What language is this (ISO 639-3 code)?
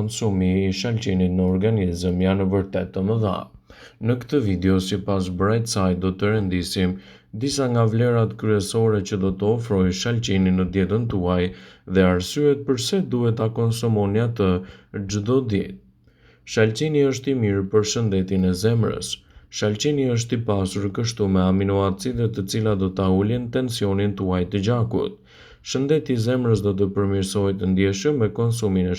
sqi